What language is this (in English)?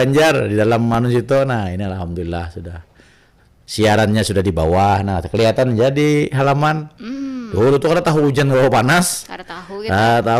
Banjar